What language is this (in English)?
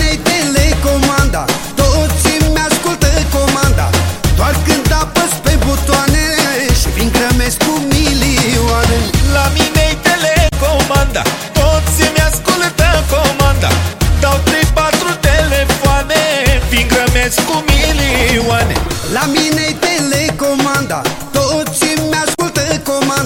Romanian